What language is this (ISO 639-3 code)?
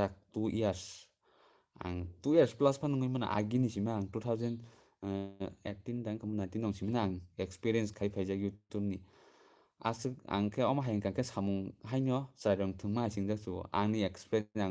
trp